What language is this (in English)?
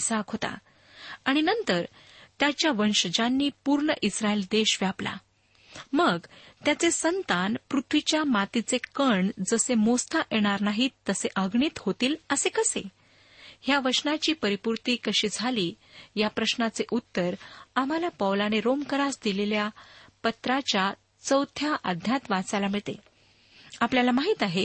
Marathi